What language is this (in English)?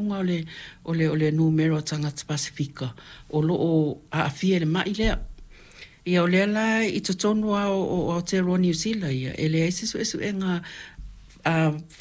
Samoan